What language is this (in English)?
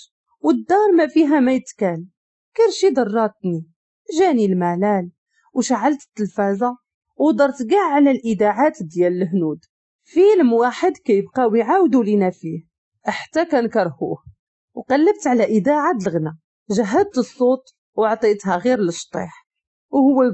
Moroccan Arabic